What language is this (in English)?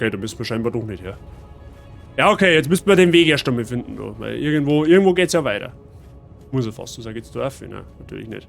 Bavarian